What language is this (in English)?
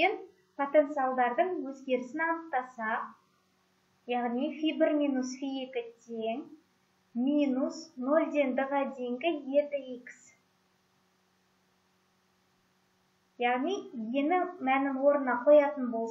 Kazakh